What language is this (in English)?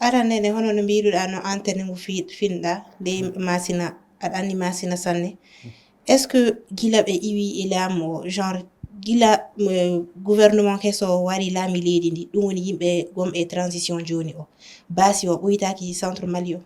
Fula